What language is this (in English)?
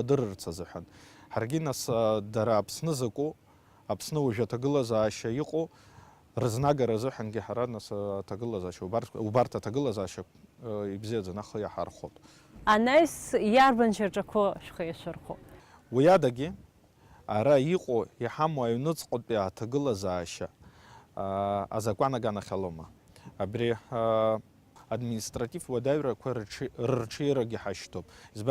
Abkhazian